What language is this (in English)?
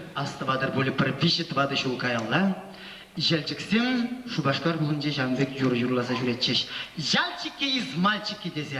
Chuvash